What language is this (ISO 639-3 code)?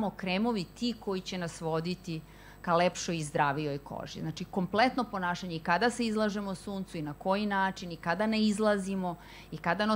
srp